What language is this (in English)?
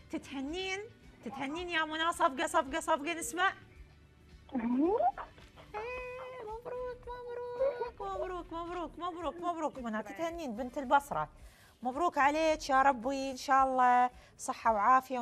Mesopotamian Arabic